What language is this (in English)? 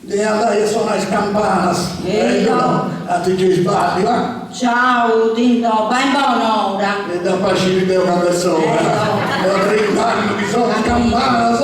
Sardinian